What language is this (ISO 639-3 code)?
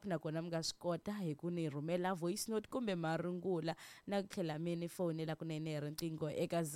tso